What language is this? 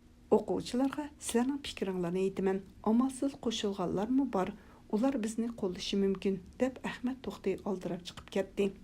Uyghur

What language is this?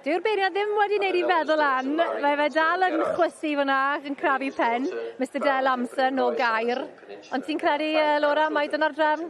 Welsh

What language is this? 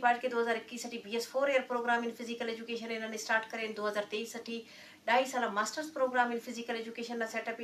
Eastern Balochi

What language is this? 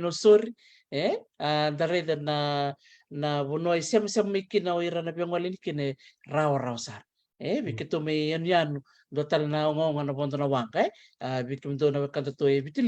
Fijian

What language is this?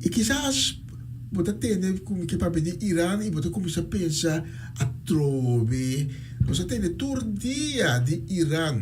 Papiamento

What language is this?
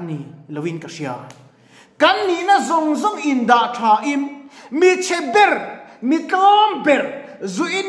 Mizo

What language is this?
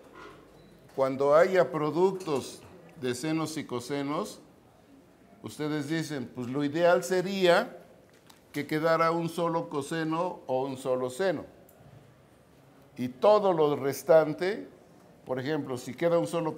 Spanish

